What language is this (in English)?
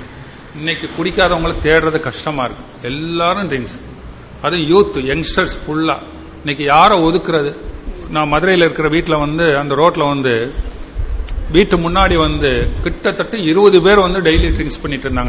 Tamil